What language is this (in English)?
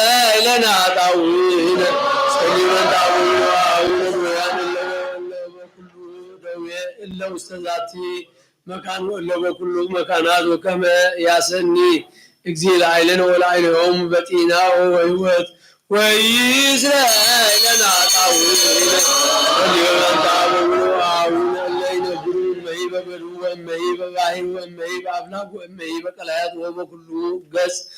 Geez